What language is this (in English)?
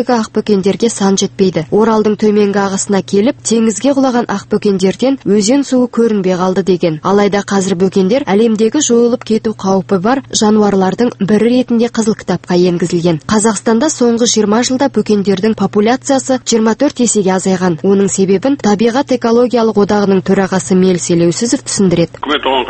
Kazakh